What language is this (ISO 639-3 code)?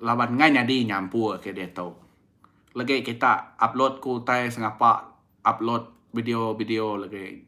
iba